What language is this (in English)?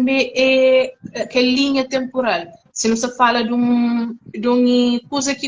Kabuverdianu